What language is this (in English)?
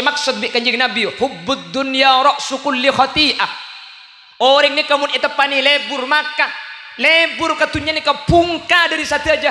Madurese